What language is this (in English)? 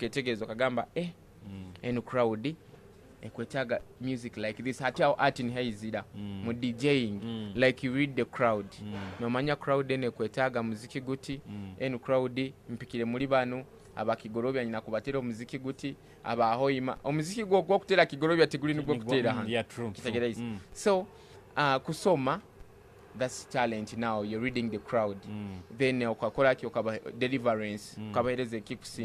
Nyoro